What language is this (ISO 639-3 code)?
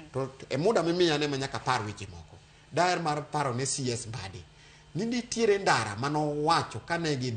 luo